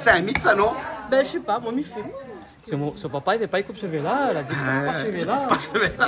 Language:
Réunion Creole French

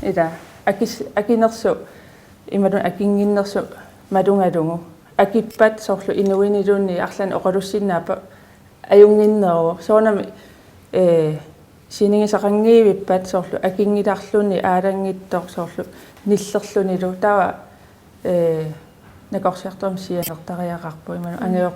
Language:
Kalaallisut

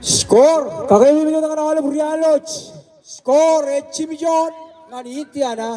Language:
Marshallese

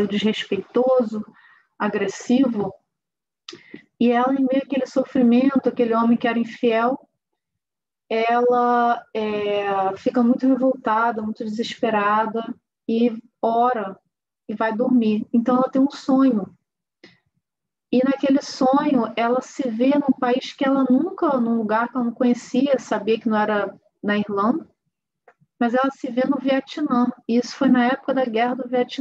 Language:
Portuguese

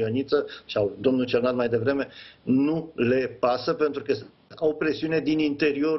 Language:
Romanian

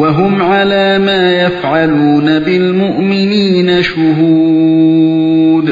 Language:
Uyghur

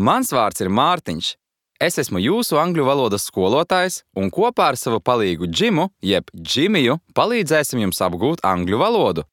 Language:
Latvian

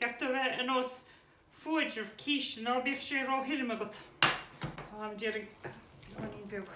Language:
Irish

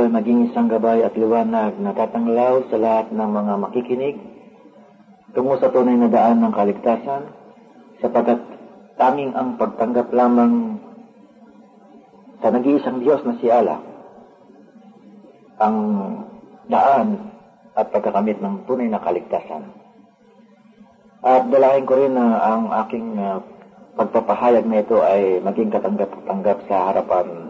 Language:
Filipino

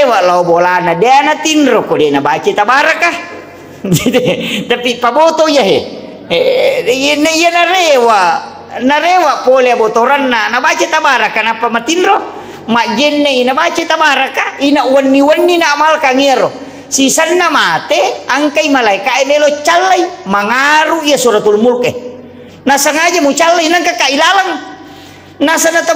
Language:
Buginese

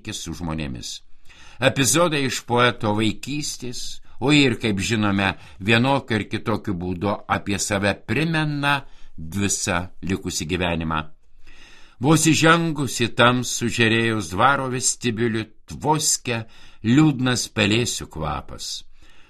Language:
Lithuanian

